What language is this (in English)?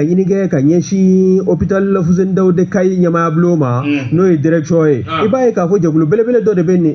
Bambara